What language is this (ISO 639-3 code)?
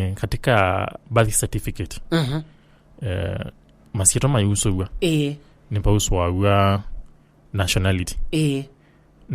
kam